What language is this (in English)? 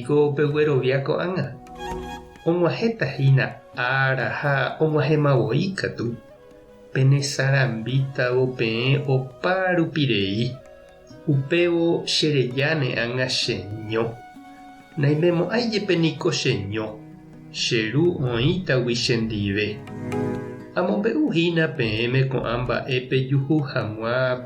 Guarani